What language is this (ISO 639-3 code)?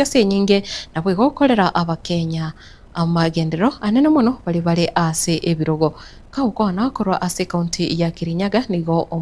guz